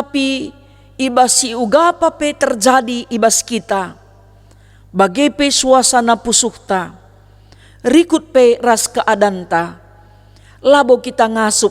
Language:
Batak Karo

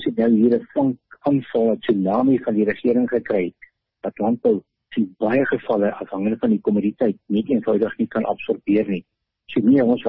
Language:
Afrikaans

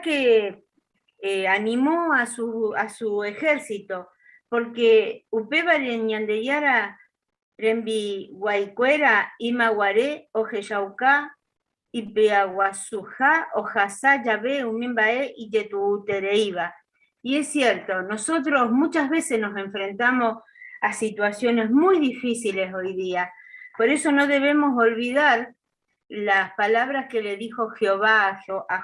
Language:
Guarani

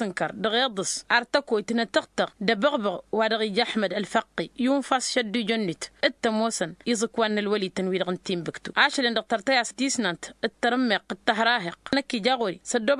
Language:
Tamasheq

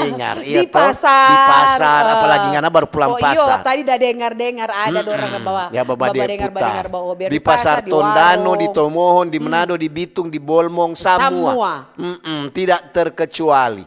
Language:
Manado Malay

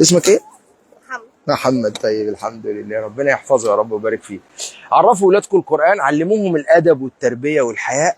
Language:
Egyptian Arabic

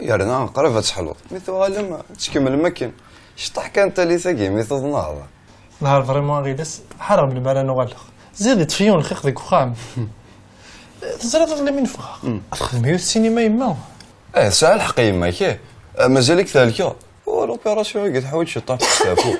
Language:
Kabyle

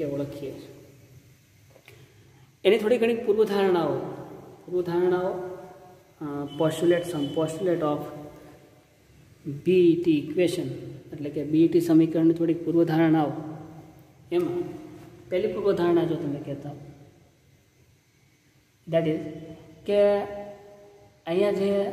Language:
Gujarati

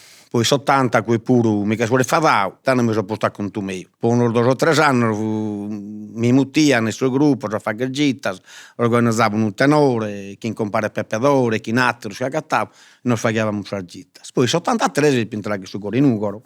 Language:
Sardinian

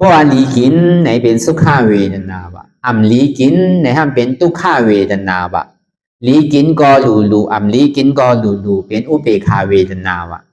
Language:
Shan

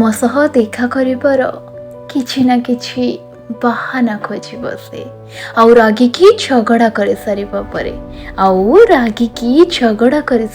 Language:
Odia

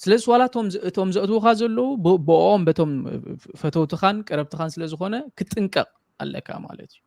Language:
Tigrinya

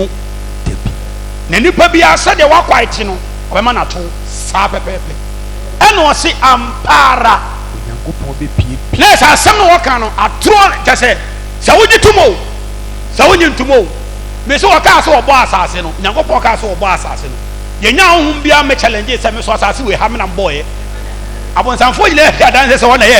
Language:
Akan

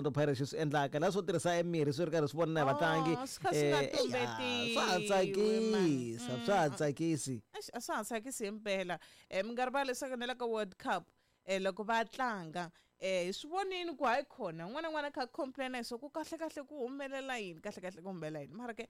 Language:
Tsonga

